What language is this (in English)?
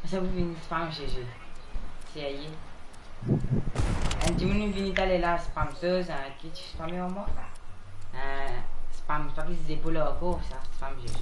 Morisyen